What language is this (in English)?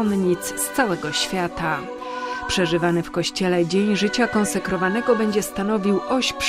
Polish